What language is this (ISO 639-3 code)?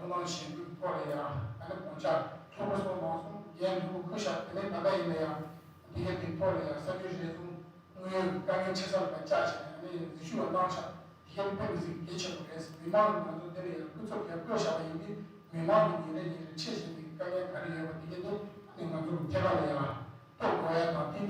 bod